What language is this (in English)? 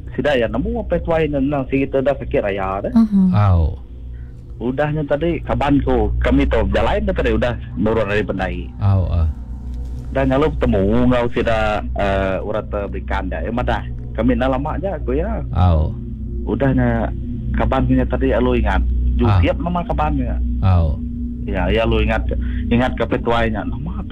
Iban